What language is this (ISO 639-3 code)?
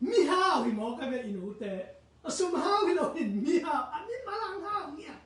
ctd